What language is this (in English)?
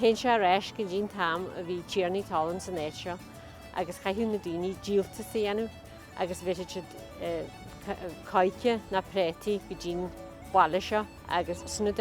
Irish